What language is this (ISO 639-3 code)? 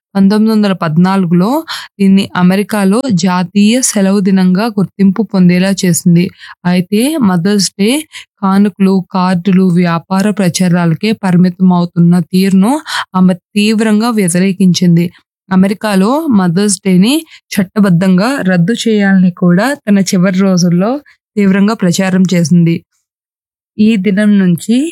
tel